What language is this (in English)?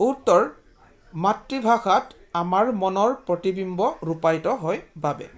Assamese